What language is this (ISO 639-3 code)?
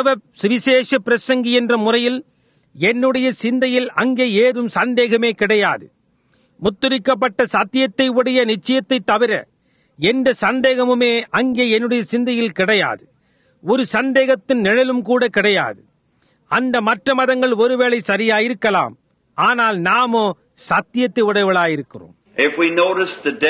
tam